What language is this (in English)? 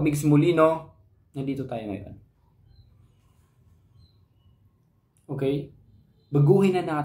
Filipino